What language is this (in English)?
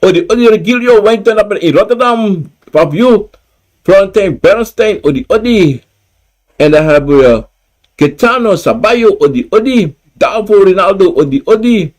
Sranan Tongo